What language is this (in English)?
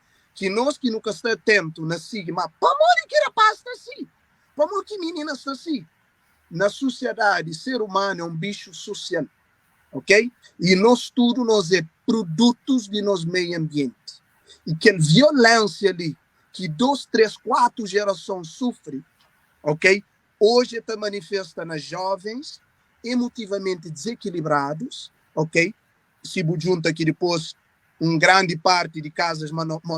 Kabuverdianu